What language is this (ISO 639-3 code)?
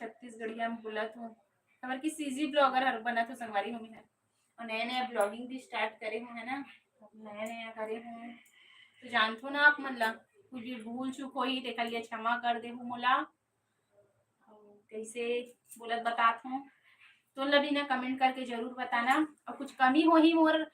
hne